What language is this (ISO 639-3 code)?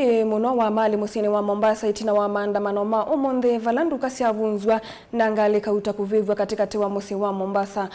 kam